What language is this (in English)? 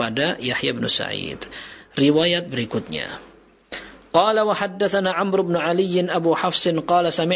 Indonesian